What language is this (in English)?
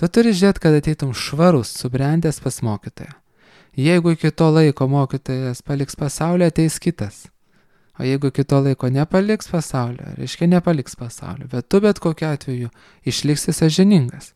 Lithuanian